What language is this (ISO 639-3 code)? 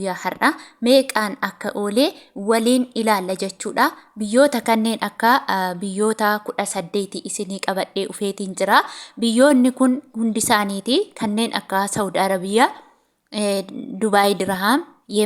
orm